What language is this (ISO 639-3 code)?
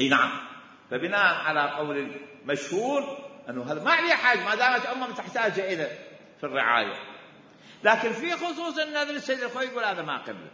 acm